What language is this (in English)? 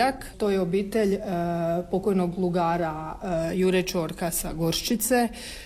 Croatian